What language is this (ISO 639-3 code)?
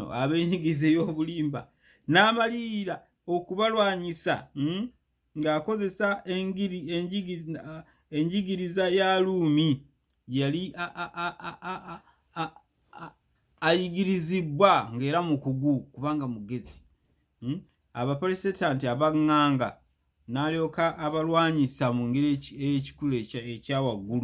lug